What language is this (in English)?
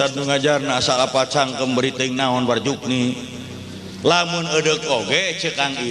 Sundanese